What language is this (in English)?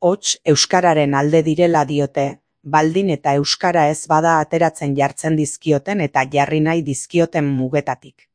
Basque